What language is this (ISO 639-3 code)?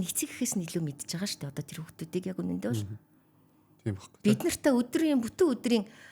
mon